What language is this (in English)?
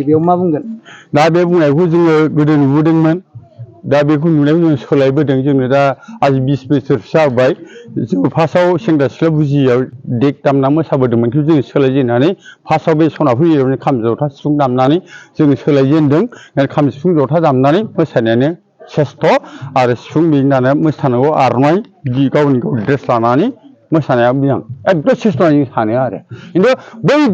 Bodo